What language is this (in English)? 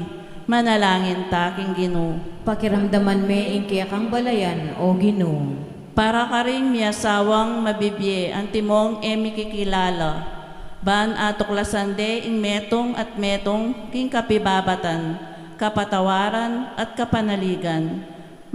Pampanga